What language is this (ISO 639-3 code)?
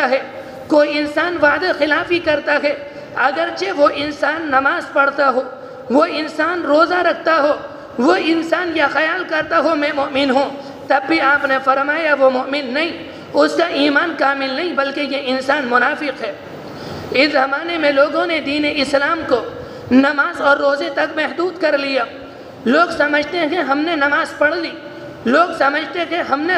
urd